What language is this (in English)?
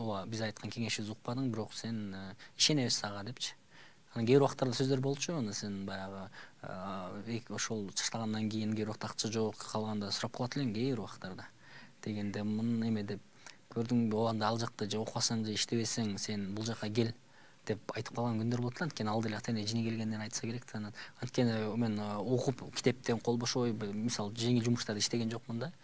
Kyrgyz